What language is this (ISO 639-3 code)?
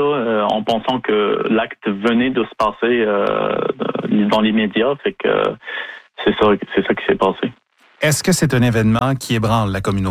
fra